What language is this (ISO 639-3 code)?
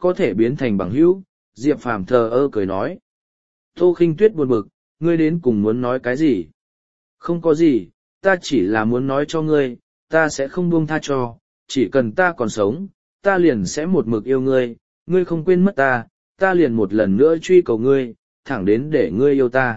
vie